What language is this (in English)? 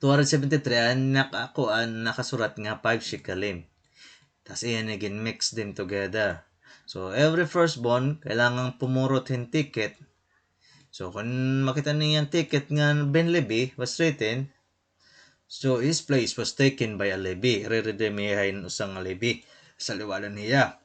Waray